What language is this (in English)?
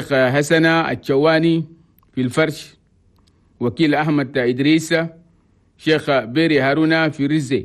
Chadian Arabic